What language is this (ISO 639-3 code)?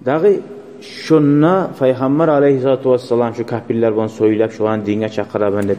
kum